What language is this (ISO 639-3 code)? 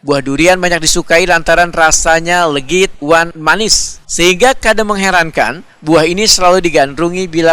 bjn